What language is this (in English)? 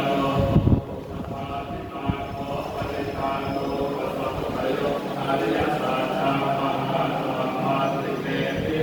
Pali